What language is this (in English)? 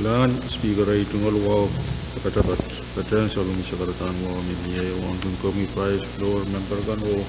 Pohnpeian